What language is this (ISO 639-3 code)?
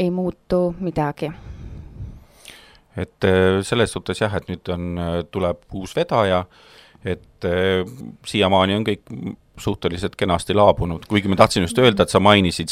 est